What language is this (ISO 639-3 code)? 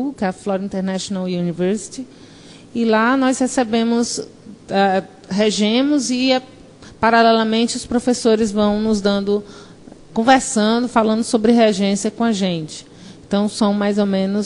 por